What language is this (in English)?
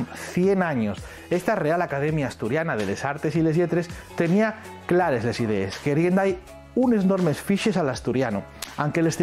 Asturian